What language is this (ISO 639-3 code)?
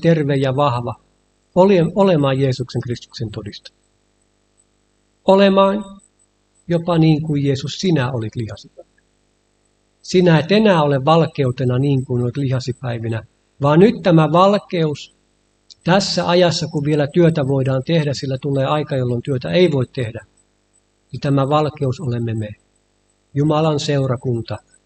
fin